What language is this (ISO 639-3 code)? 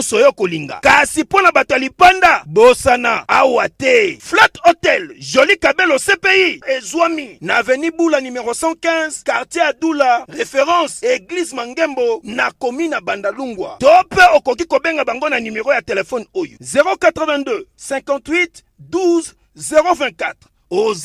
lin